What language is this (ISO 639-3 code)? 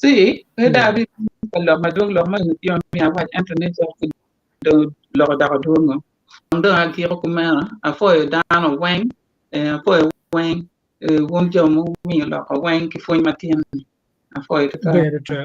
ach